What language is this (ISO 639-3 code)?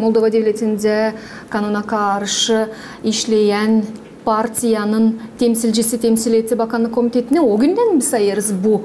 gag